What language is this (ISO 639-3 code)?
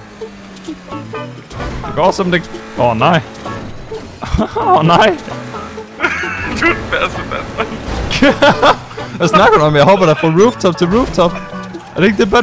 dan